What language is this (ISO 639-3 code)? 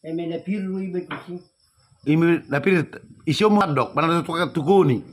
bbc